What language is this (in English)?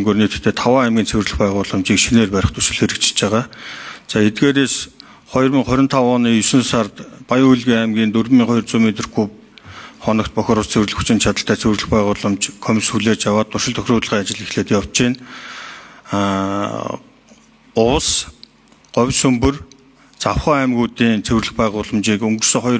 Mongolian